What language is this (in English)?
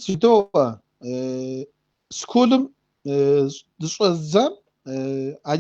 Kabardian